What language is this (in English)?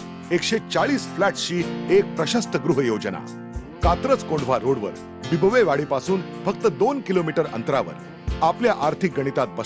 Marathi